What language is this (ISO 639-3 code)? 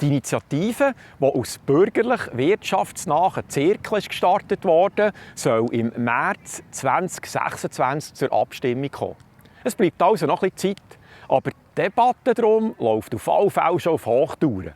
gsw